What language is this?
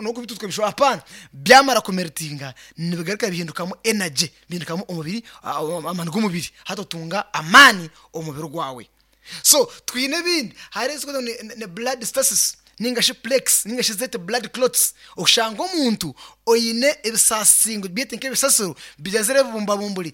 Nyankole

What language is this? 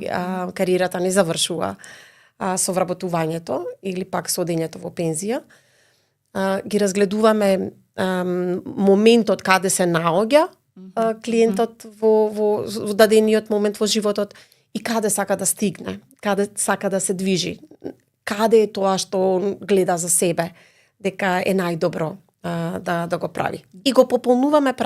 Macedonian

